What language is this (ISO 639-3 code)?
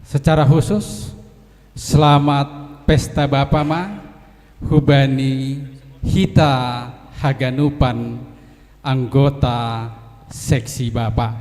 bts